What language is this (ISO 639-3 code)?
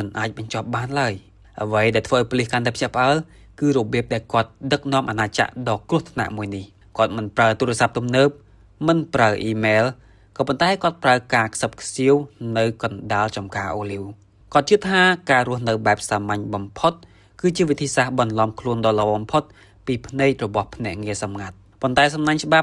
khm